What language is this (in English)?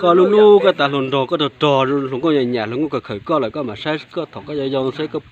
Hmong